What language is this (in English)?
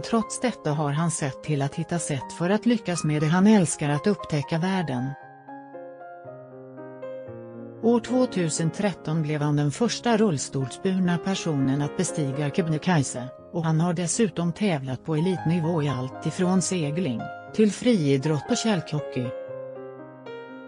Swedish